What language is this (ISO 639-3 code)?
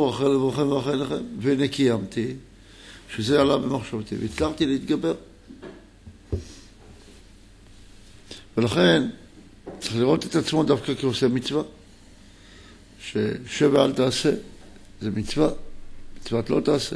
heb